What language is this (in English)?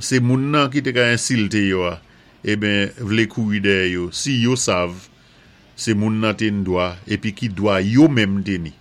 Saint Lucian Creole French